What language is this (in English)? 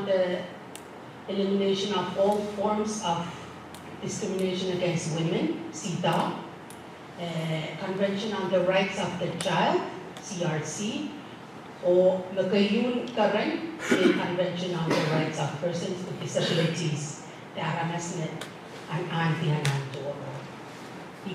Pohnpeian